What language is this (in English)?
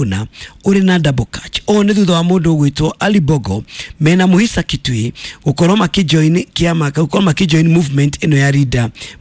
Kikuyu